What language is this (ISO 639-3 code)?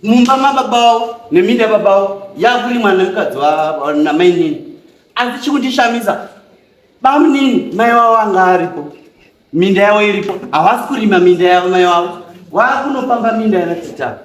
sna